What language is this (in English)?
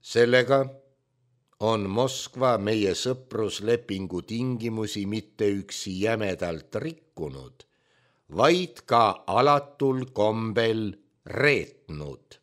Estonian